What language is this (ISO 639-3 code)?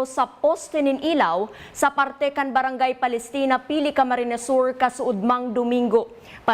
bik